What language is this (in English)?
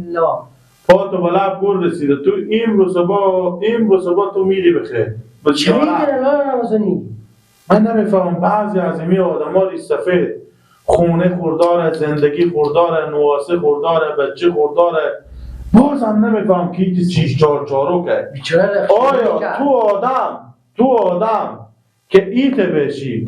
Persian